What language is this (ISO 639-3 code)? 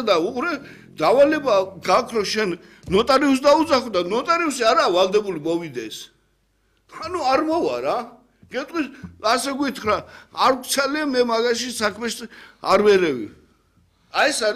kat